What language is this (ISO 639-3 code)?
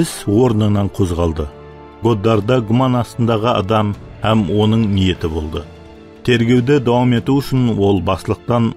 kaa